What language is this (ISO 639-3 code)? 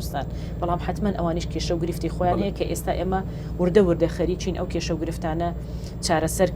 ckb